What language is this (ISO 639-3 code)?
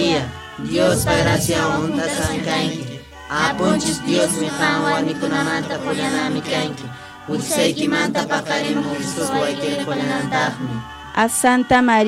que